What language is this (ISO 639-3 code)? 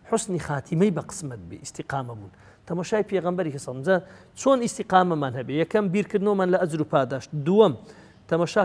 ckb